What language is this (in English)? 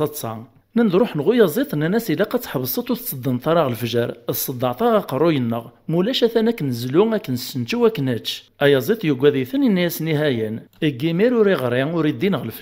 Kabyle